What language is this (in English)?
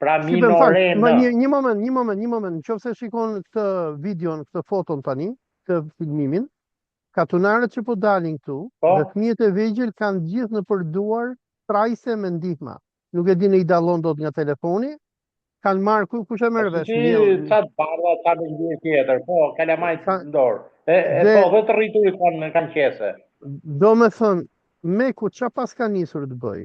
Albanian